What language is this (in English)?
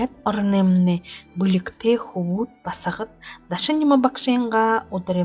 Buriat